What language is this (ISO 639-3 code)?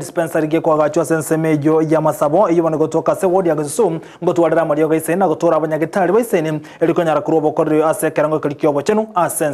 guz